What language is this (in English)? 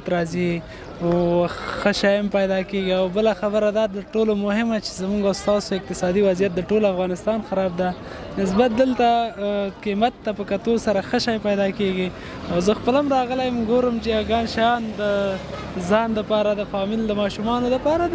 Pashto